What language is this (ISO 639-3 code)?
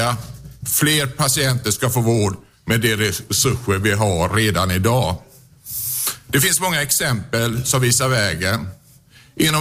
swe